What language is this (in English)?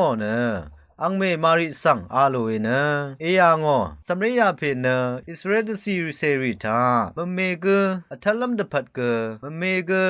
Rawang